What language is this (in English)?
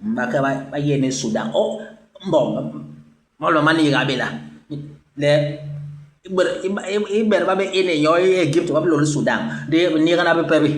Basaa